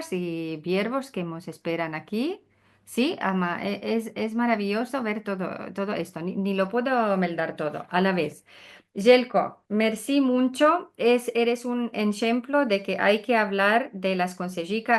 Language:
Ladino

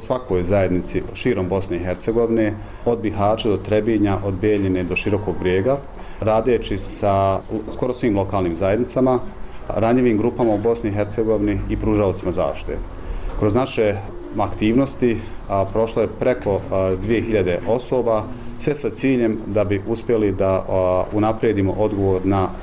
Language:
Bosnian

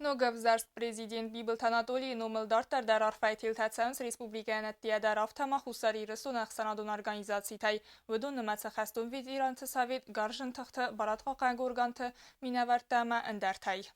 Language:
Ossetic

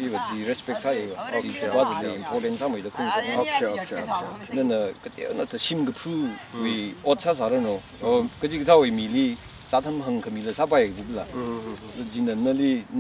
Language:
Tangkhul Naga (India)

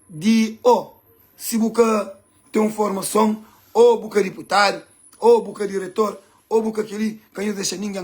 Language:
Kabuverdianu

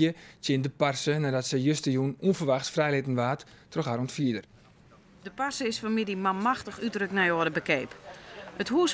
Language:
Western Frisian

